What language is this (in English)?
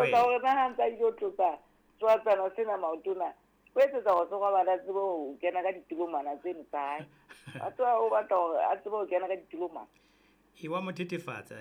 Southern Sotho